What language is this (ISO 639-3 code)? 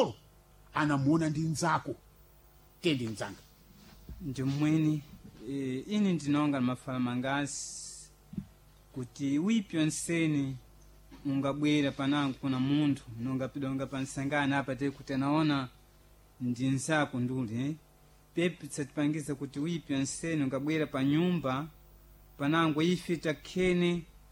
seh